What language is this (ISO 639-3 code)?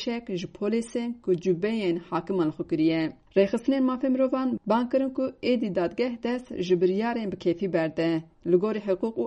kur